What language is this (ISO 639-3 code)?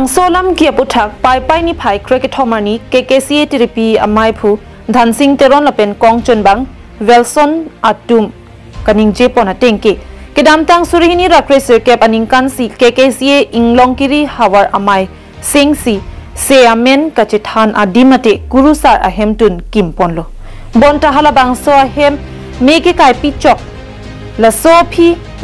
mjw